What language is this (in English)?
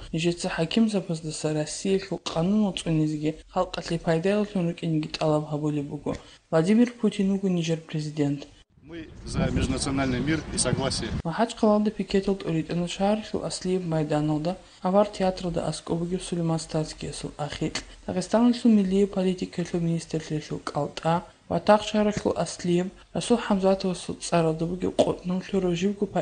Avaric